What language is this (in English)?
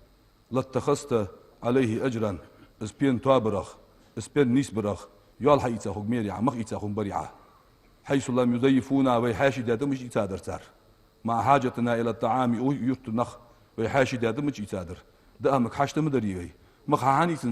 Ingush